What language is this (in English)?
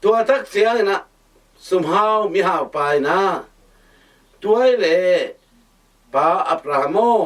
Tedim Chin